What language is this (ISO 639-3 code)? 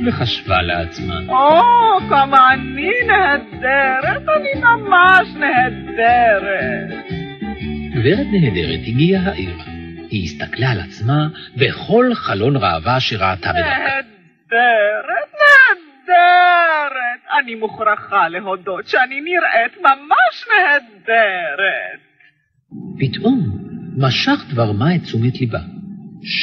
heb